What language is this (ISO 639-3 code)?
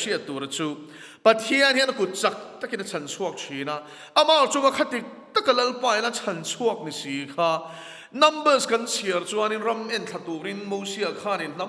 lus